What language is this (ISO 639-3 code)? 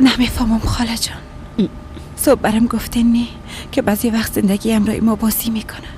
fas